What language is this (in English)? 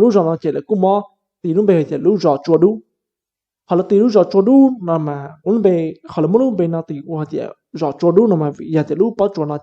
Hmong